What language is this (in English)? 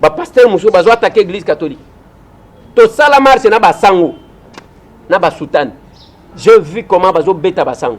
Lingala